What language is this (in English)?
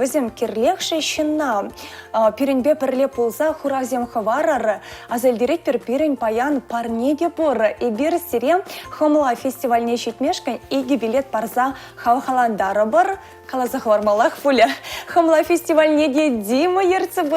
Chuvash